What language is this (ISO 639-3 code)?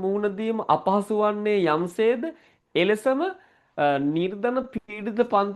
sin